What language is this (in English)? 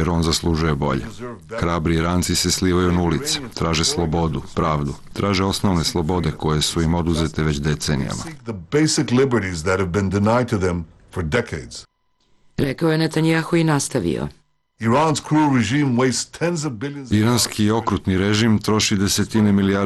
Croatian